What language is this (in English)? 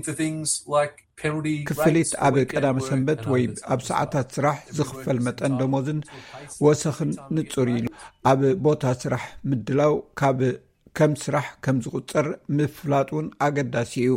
Tigrinya